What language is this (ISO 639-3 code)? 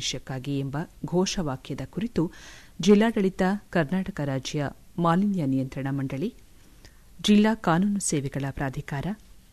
kan